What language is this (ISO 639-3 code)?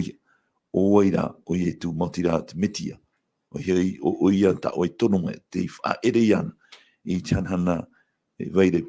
tah